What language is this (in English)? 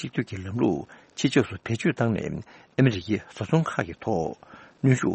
Tibetan